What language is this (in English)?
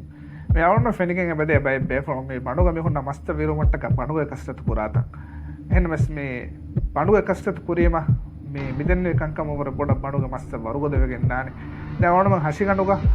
Divehi